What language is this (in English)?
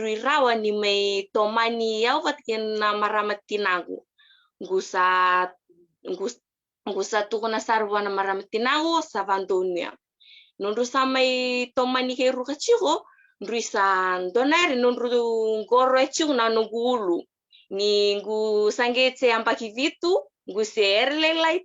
Fijian